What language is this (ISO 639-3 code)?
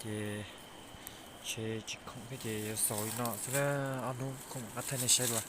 hmn